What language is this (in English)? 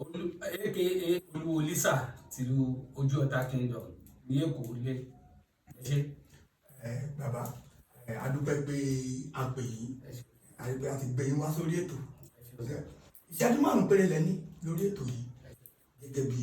Yoruba